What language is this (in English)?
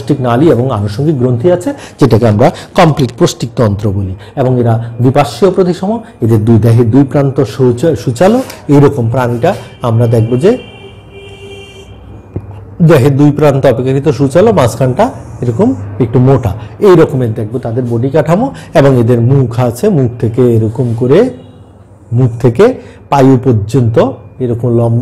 Bangla